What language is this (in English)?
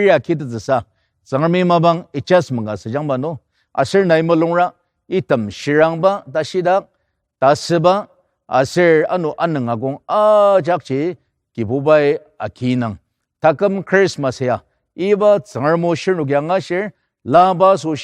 Ao Naga